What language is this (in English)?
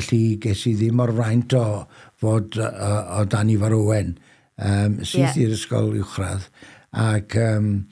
Welsh